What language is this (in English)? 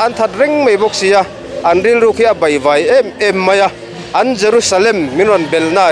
Mizo